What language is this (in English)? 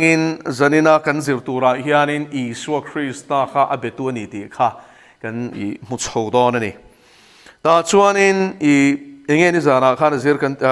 Mizo